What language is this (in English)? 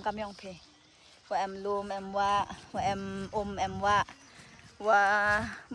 Khasi